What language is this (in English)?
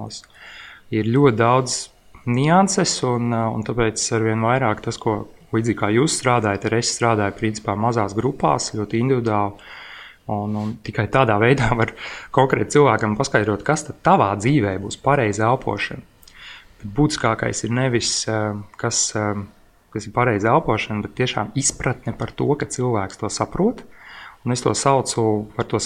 Latvian